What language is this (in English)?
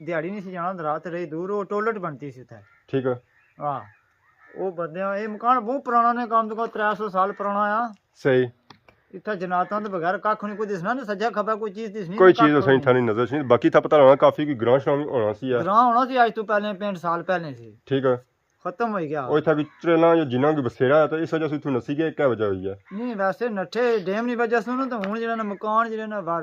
Pahari-Potwari